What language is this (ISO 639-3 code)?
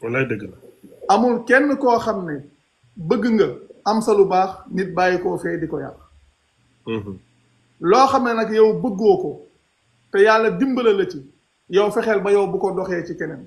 wol